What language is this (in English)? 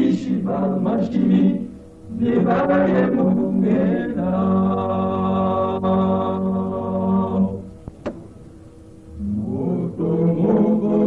Swahili